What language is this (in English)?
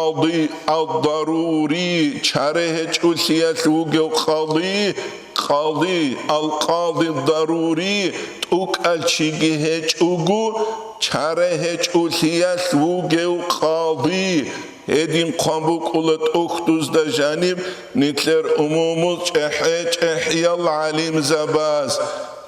Avaric